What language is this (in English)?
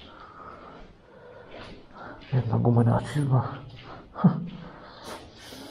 Slovak